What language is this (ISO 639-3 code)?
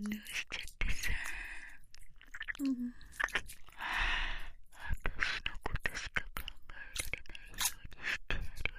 jpn